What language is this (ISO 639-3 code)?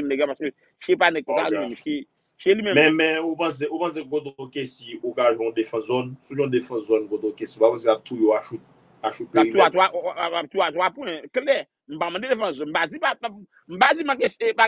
hat